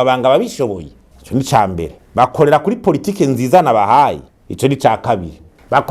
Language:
Rundi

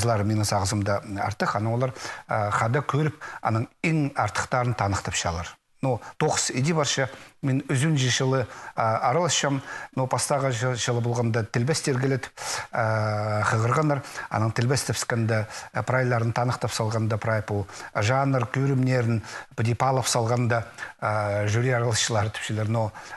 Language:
Khakas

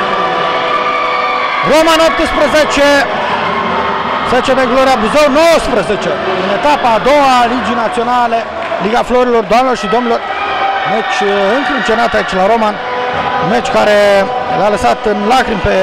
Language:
Romanian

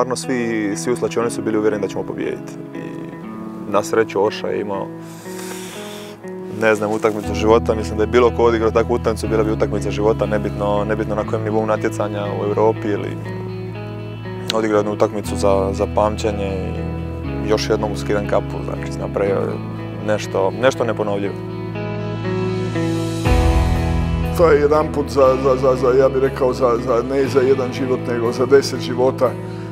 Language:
Croatian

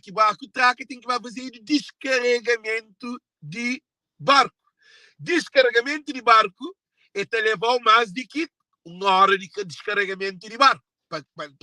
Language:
Kabuverdianu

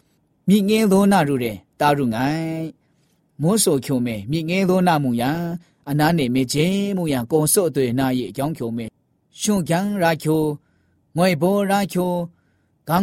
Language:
Burmese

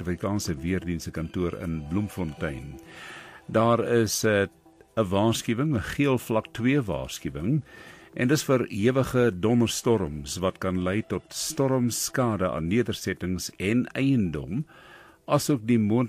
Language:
Afrikaans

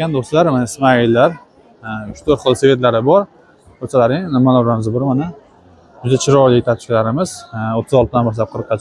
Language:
Uzbek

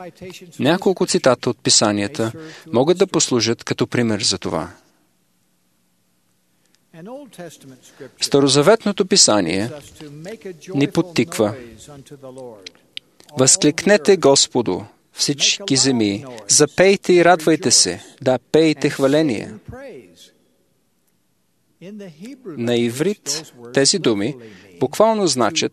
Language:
Bulgarian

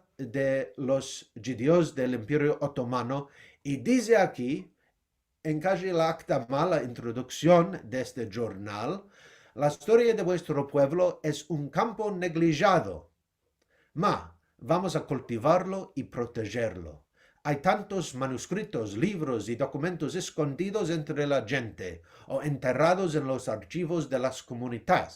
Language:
Ladino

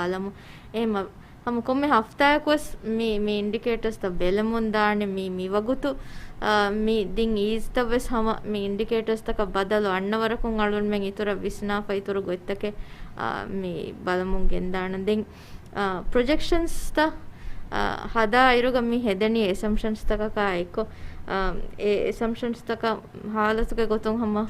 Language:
Divehi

